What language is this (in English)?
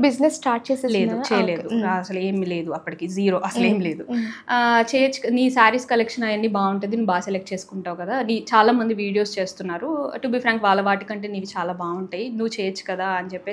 Telugu